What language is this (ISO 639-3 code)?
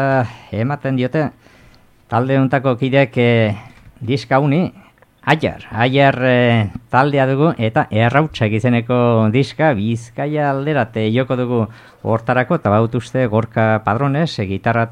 eus